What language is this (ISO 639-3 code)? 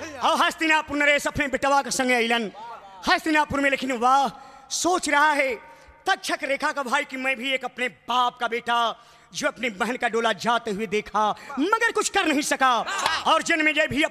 bho